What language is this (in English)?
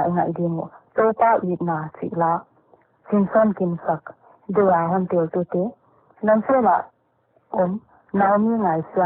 Paite Chin